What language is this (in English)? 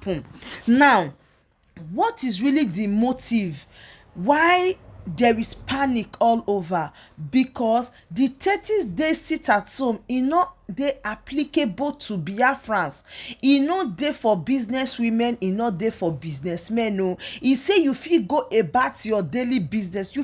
Nigerian Pidgin